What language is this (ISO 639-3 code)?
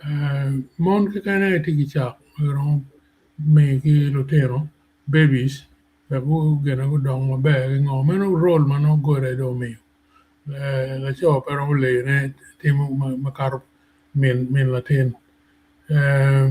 ach